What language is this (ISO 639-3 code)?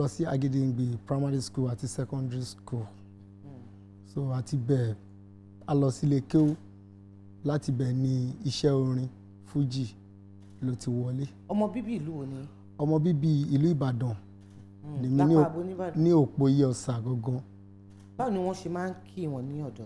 yor